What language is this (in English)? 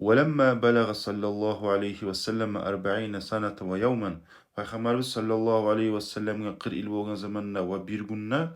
Kumyk